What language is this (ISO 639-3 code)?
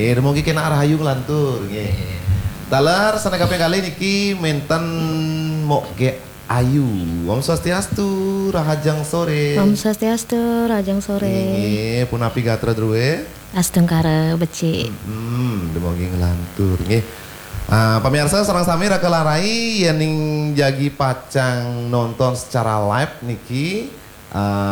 ban